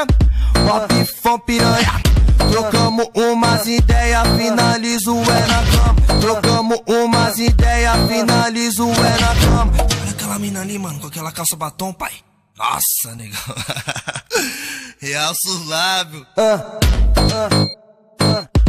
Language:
Portuguese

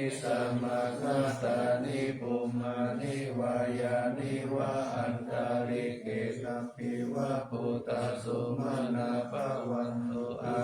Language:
Pali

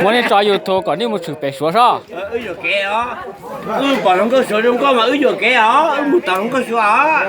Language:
Hmong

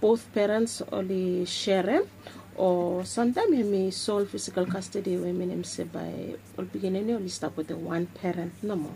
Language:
Bislama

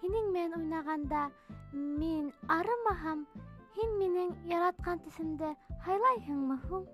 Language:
Bashkir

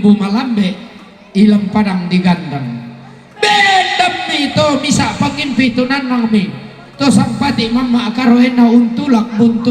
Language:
Toraja-Sa'dan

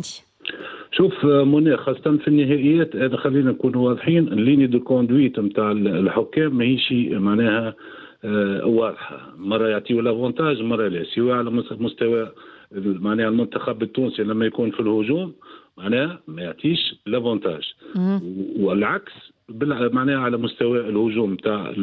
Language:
Tunisian Arabic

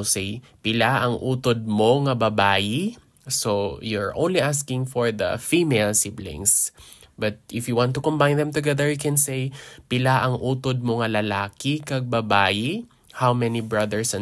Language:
Hiligaynon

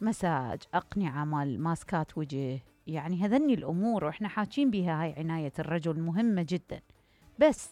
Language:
Mesopotamian Arabic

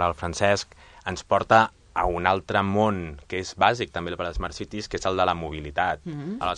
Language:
Catalan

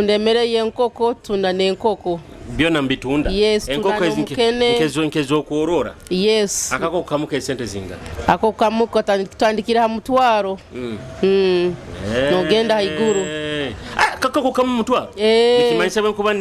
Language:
Nyoro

